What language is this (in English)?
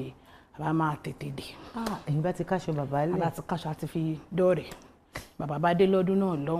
Yoruba